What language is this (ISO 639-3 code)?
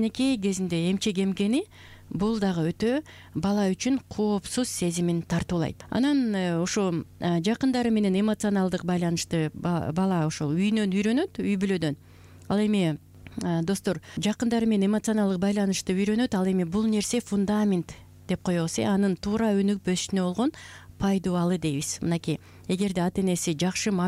kir